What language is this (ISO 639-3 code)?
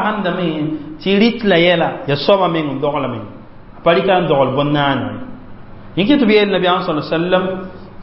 mos